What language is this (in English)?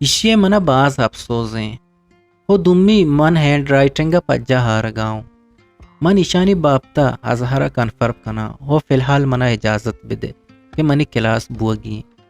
Eastern Balochi